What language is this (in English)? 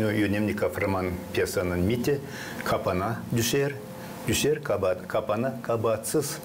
Gagauz